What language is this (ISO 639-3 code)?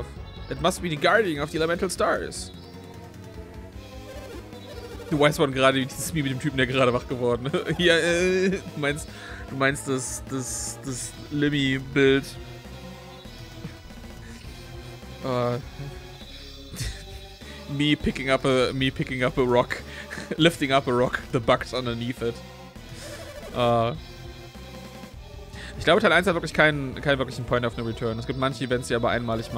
deu